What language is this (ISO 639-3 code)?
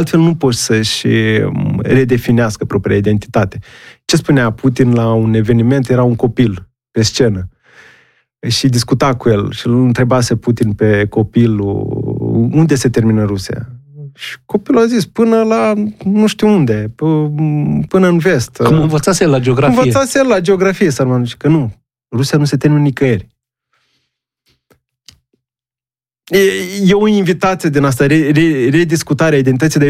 ron